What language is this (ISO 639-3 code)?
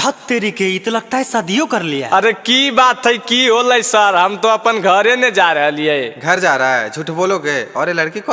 mag